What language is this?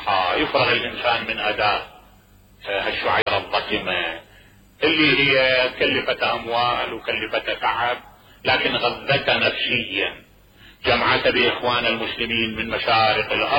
Mesopotamian Arabic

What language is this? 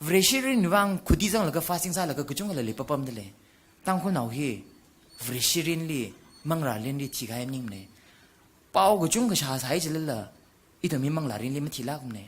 Tangkhul Naga (India)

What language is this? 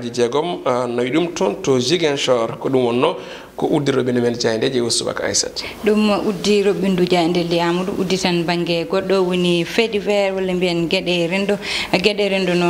Fula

